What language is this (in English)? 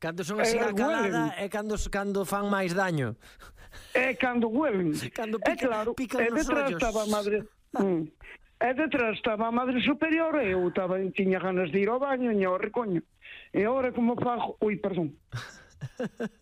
Galician